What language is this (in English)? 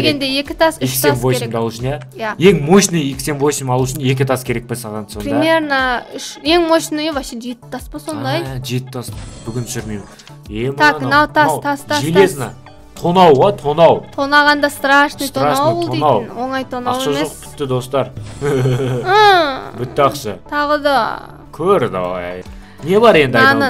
Kazakh